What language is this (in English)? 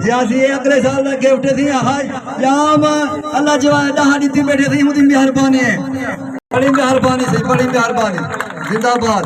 Saraiki